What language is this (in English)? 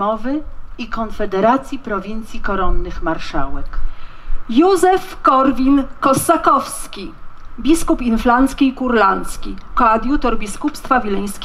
Polish